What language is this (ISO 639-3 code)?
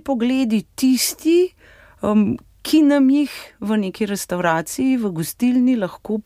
slv